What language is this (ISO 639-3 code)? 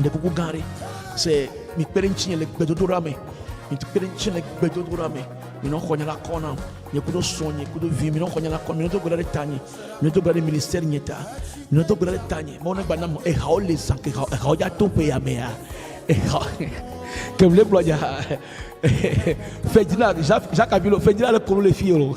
ewe